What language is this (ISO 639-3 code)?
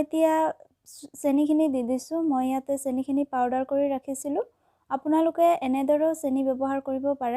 asm